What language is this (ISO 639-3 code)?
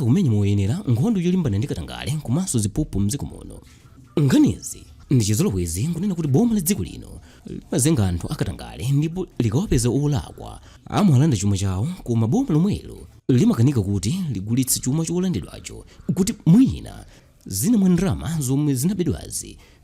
nya